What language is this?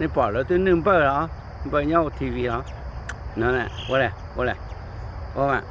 Hmong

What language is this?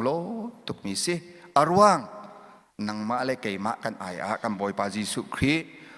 Hakha Chin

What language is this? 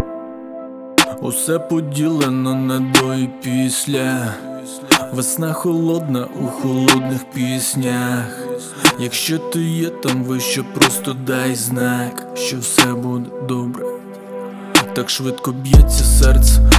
Ukrainian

